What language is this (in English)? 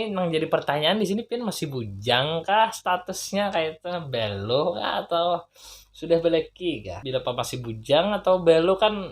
Banjar